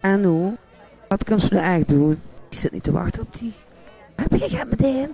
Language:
Limburgish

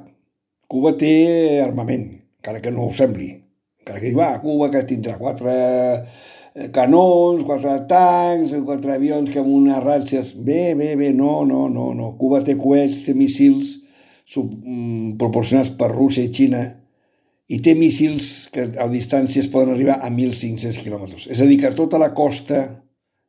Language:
Catalan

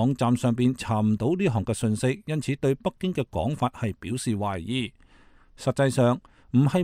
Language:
Cantonese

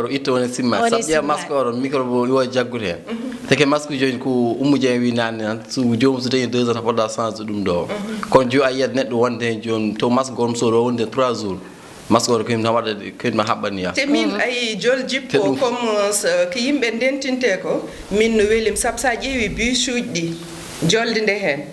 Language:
Fula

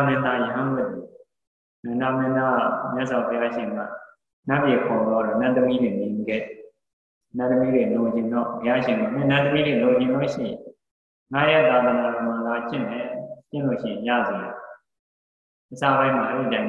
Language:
Burmese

